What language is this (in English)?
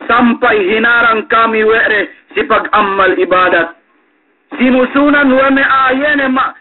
Yakan